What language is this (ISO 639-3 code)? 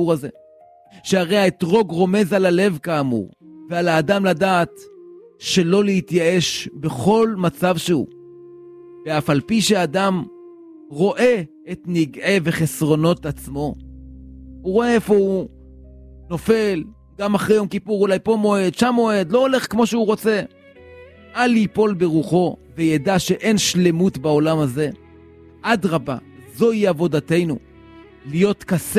heb